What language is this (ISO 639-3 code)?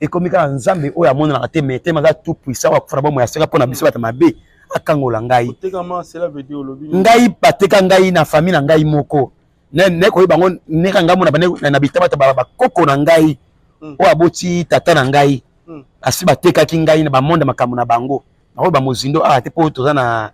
lin